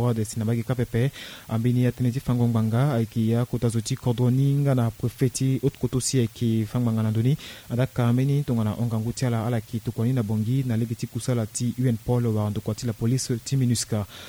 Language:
Sango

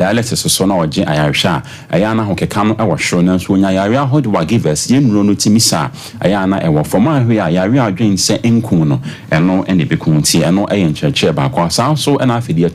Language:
Akan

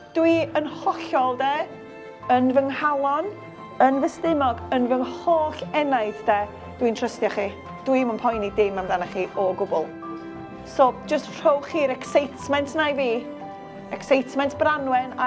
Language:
Welsh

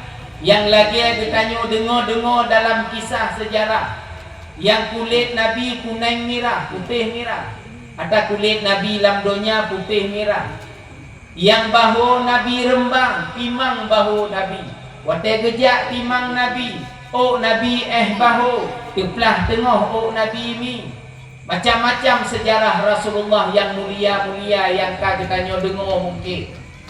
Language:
Achinese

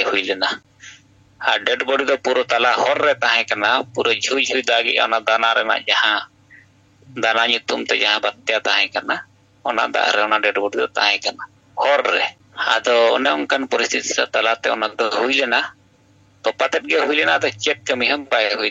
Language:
Santali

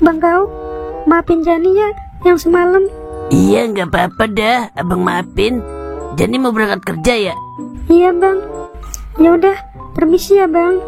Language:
Betawi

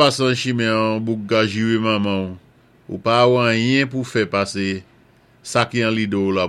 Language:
Saint Lucian Creole French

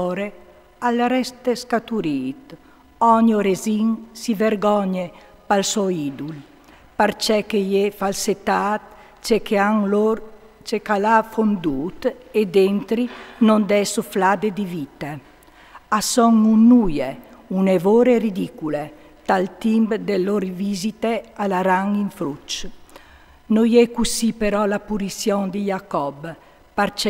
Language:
Friulian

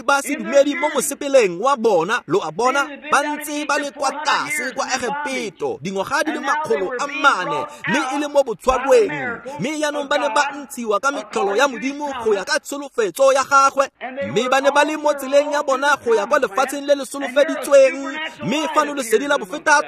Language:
Tswana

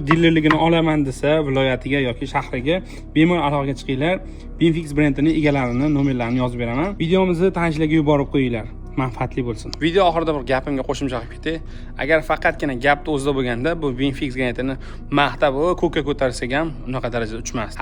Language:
Uzbek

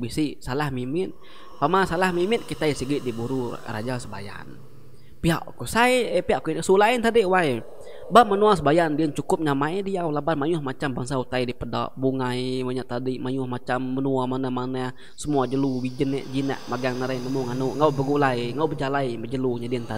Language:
Iban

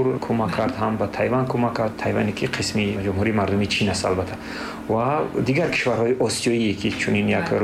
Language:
Persian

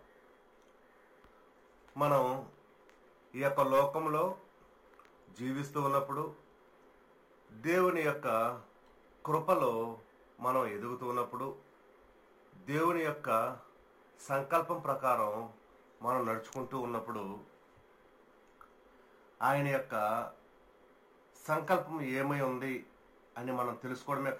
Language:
Telugu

